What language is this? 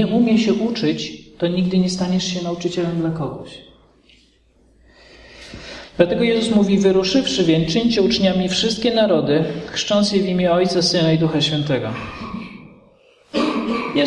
Polish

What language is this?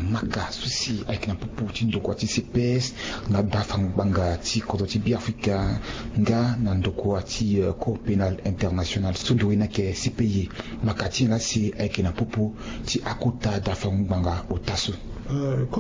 Sango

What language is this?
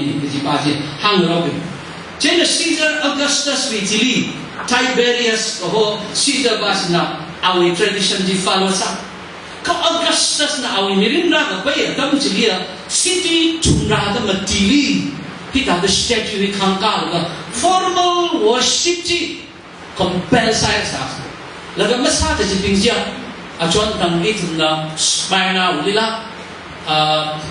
Tangkhul Naga (India)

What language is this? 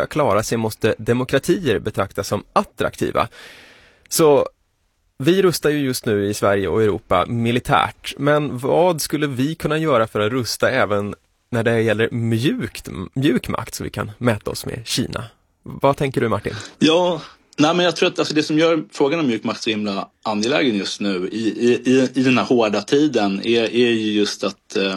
Swedish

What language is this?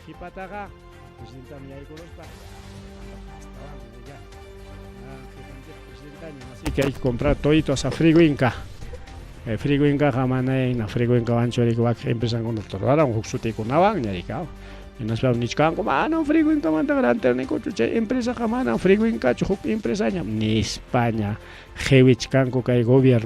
Ayacucho Quechua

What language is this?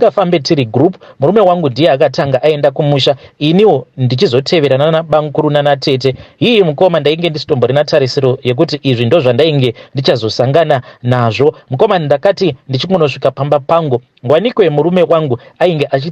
Shona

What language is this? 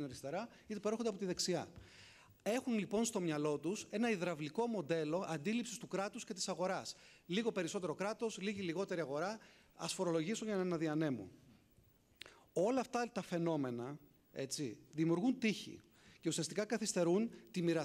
Greek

